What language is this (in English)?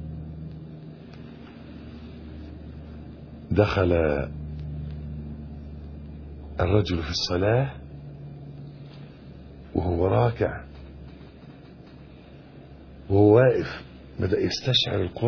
Egyptian Arabic